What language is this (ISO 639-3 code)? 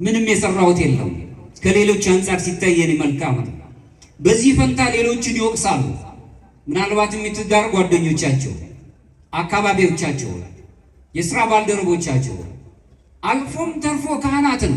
amh